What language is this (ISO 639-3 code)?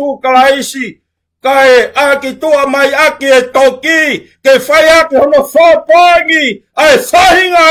ton